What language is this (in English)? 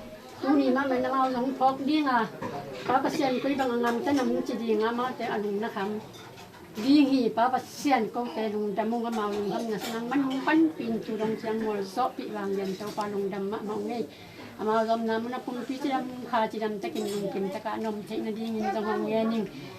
Tedim Chin